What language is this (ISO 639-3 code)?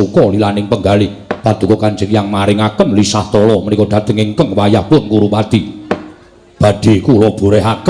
jav